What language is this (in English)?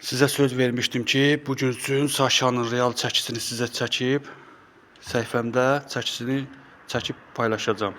Azerbaijani